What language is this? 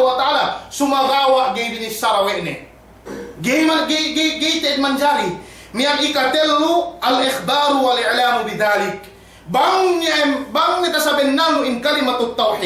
Yakan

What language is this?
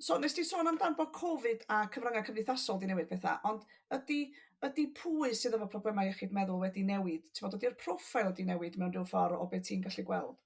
Welsh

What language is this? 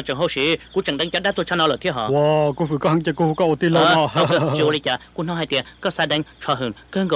Hmong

